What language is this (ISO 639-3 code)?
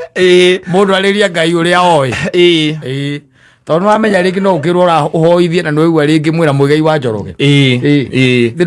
kik